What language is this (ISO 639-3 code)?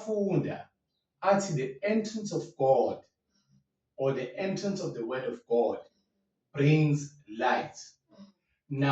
zul